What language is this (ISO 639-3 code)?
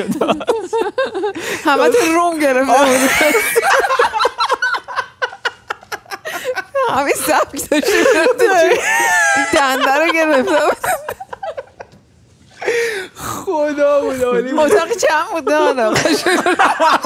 fas